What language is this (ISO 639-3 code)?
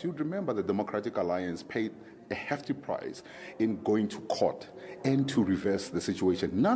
eng